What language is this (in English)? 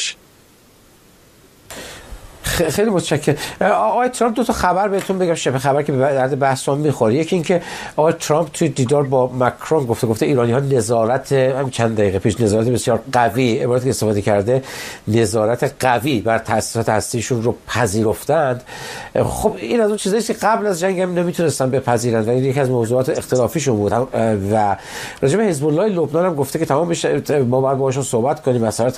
Persian